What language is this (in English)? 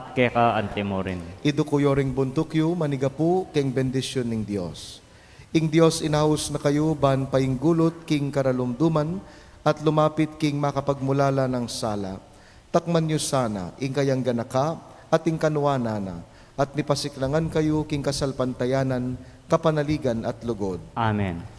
Pampanga